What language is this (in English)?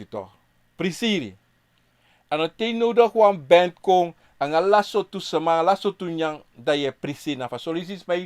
Sranan Tongo